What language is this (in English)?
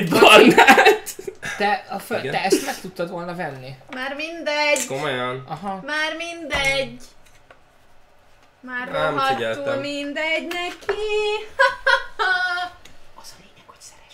Hungarian